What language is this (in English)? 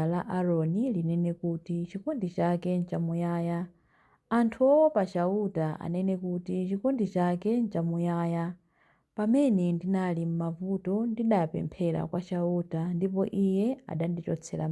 Nyanja